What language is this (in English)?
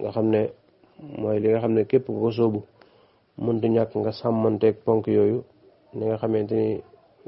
Wolof